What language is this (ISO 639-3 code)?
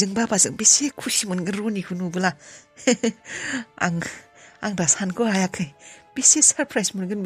brx